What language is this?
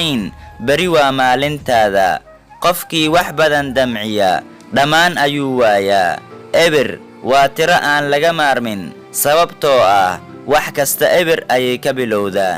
Somali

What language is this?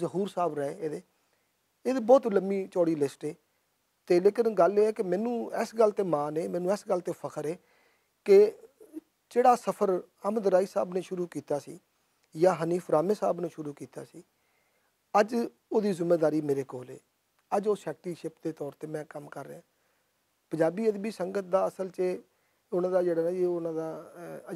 Western Panjabi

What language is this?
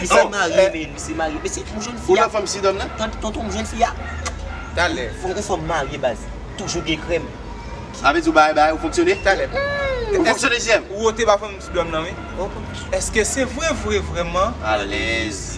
Haitian Creole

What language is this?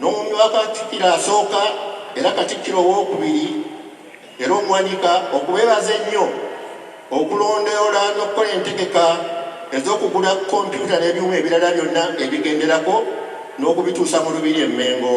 Ganda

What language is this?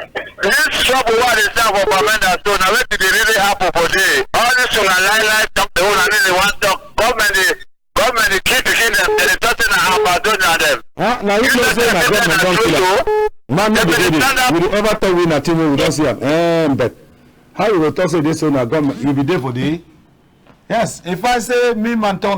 Cameroon Pidgin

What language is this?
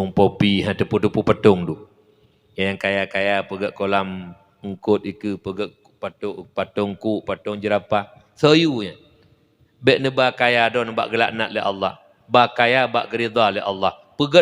Achinese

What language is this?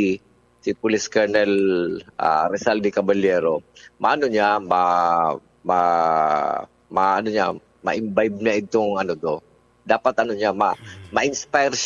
Bikol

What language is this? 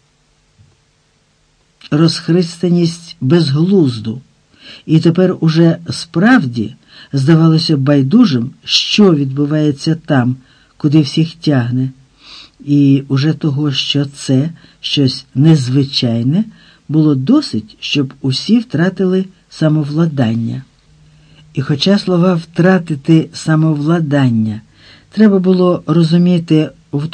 Ukrainian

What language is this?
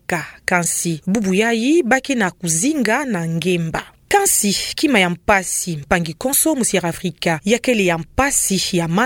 Kituba (Democratic Republic of Congo)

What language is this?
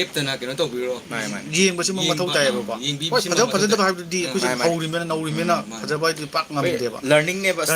Manipuri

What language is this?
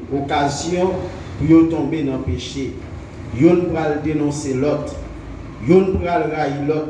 Haitian Creole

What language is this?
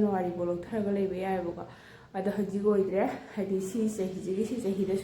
Manipuri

